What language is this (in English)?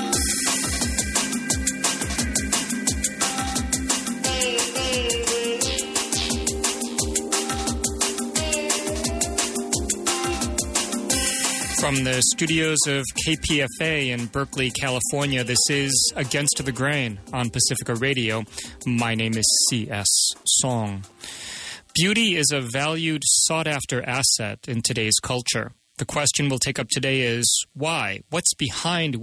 English